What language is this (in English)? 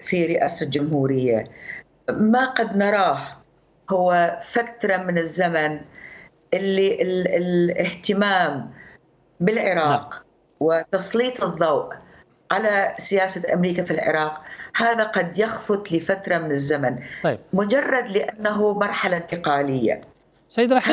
Mesopotamian Arabic